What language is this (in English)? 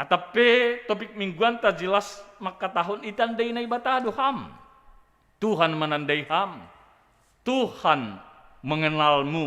Batak Simalungun